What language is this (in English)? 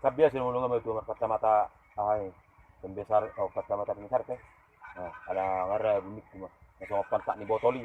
Batak Toba